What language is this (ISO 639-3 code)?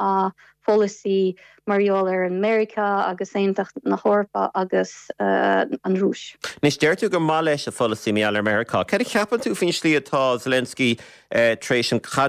gle